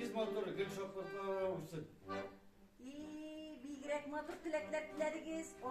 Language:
Tatar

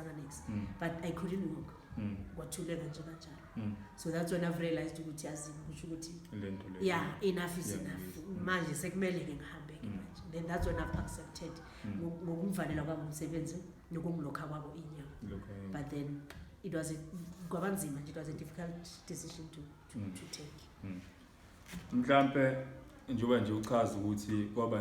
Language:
Zulu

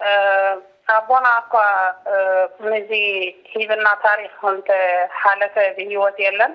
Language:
Tigrinya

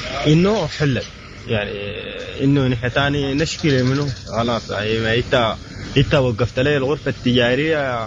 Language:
Sudanese Arabic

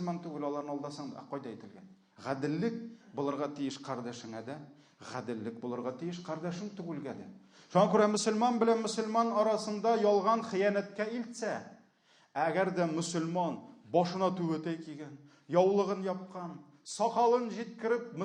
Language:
Tatar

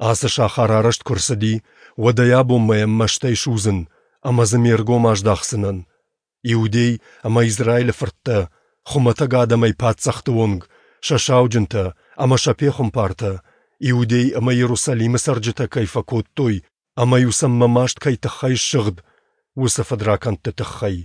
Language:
Ossetic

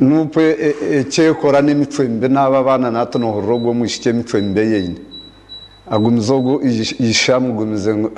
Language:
Nyankole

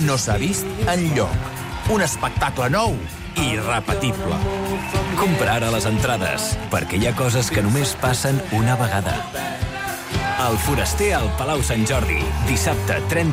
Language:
Catalan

